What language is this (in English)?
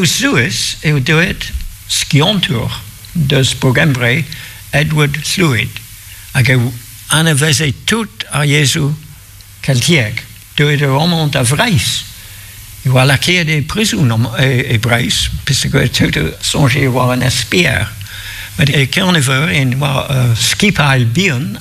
Breton